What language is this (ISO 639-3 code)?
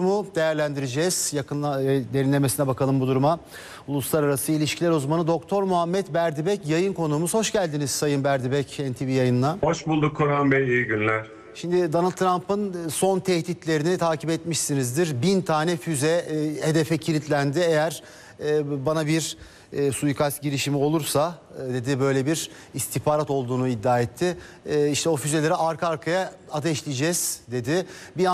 tur